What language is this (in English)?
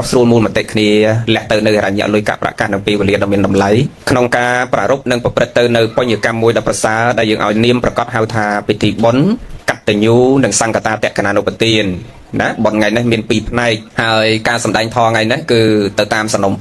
Khmer